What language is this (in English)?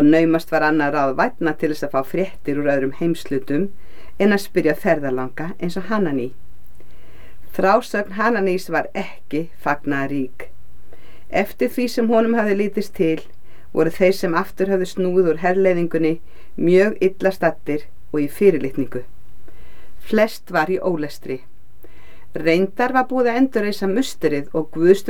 Icelandic